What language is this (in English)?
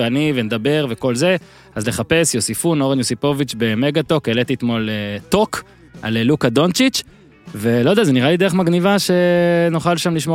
Hebrew